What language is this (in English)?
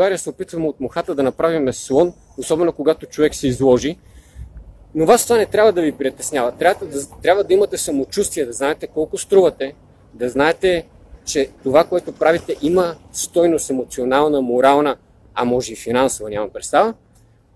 Bulgarian